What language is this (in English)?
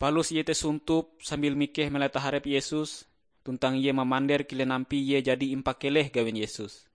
Ngaju